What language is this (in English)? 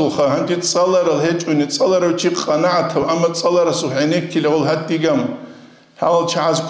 Avaric